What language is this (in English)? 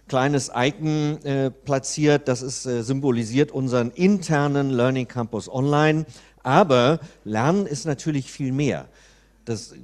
German